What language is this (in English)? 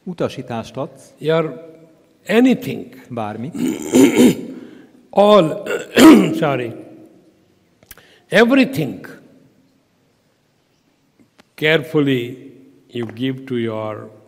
Hungarian